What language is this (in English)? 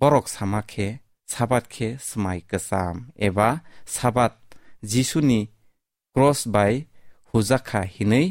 Kok Borok